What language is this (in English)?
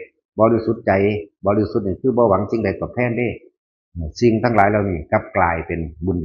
Northeastern Thai